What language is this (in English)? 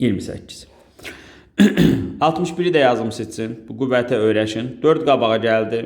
Azerbaijani